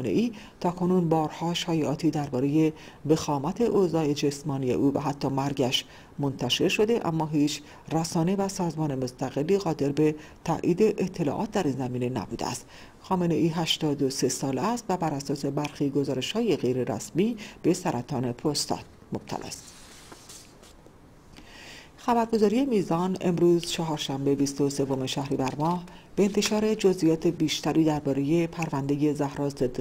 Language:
Persian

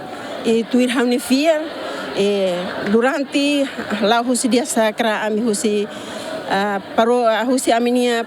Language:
Tetum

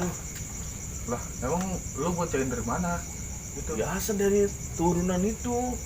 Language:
Betawi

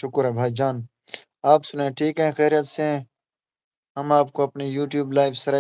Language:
Saraiki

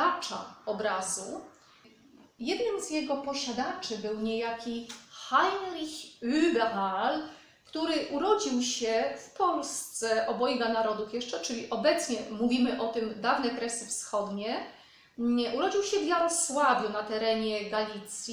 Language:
Polish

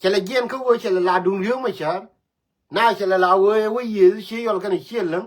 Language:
Nuer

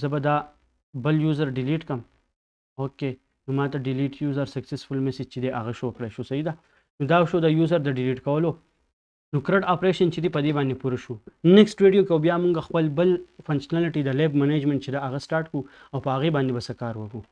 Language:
Pashto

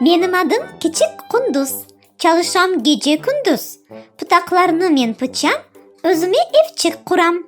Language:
Crimean Tatar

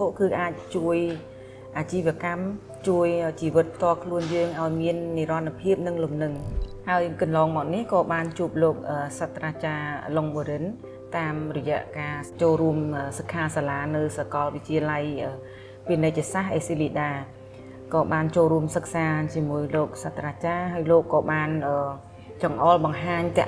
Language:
Khmer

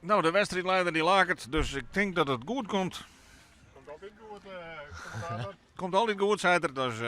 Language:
Western Frisian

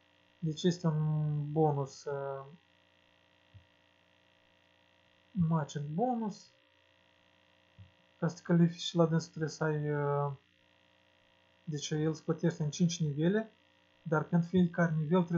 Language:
Romanian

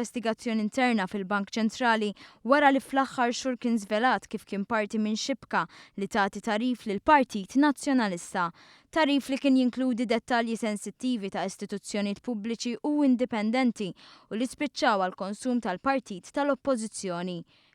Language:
Maltese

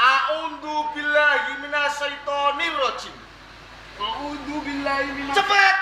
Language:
Javanese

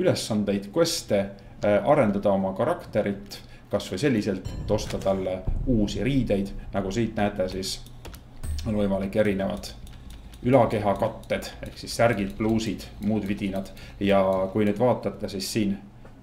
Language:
Estonian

